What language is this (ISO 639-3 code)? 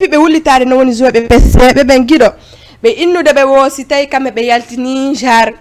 ful